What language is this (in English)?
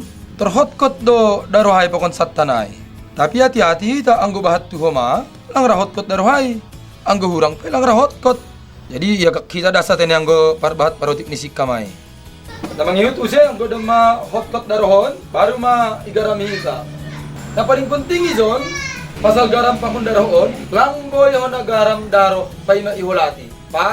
Batak Simalungun